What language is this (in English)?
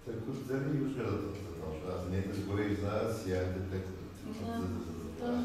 Kabardian